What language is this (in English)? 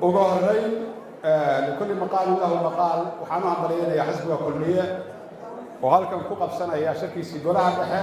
Somali